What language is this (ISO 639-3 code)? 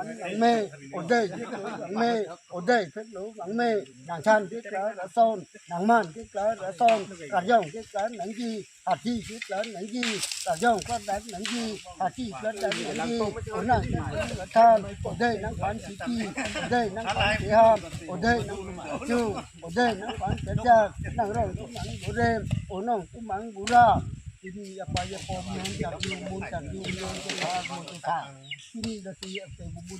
mjw